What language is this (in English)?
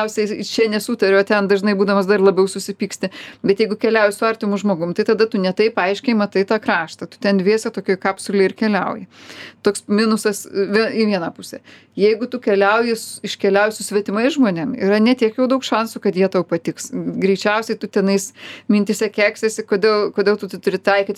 Lithuanian